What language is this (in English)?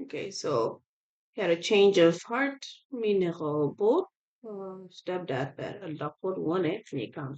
Acoli